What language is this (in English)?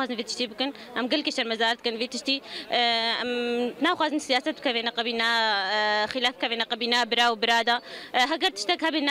Kurdish